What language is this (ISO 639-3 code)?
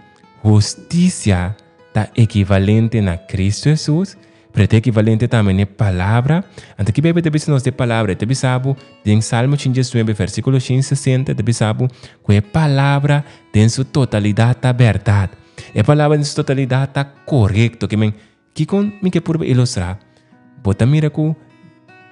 pap